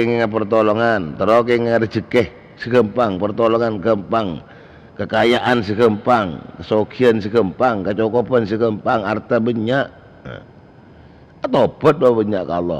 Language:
Madurese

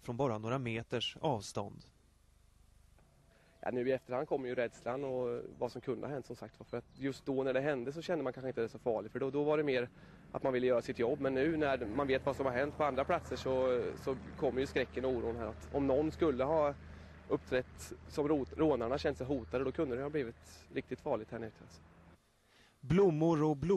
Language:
Swedish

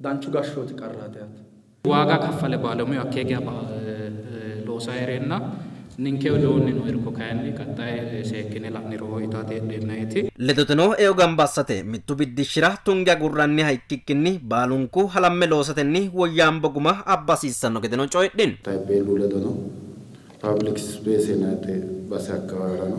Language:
Sidamo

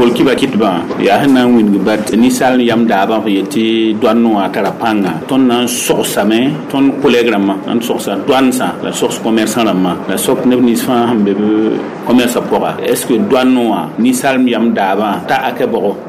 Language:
Mossi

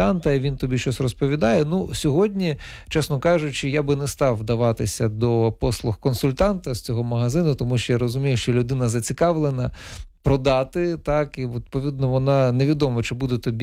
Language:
Ukrainian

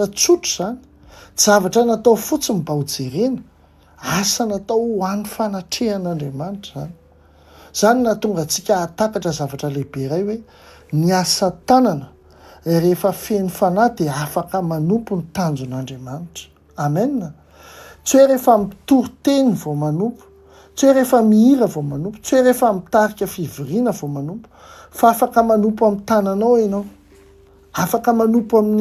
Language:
Malagasy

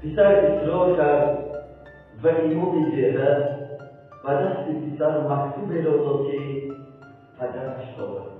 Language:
Tajik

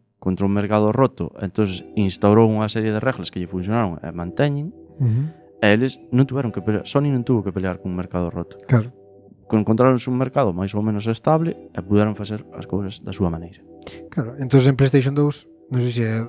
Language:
Galician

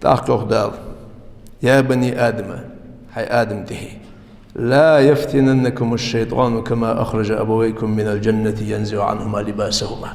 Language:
Ingush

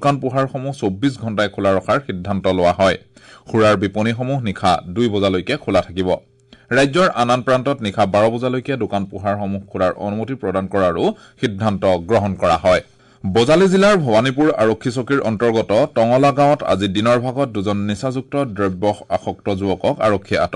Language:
Assamese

